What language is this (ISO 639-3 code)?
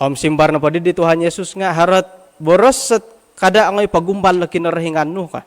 dtp